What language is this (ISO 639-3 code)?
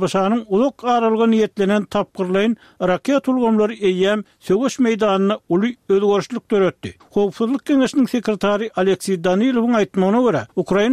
tuk